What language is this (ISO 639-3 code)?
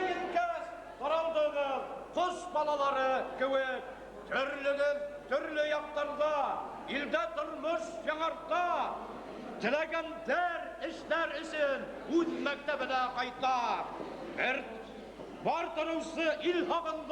bak